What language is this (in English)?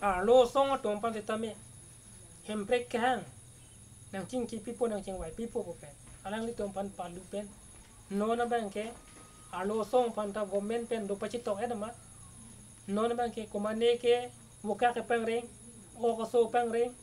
Karbi